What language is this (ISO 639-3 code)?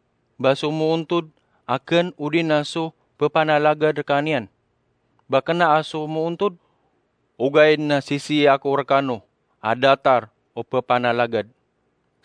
mrw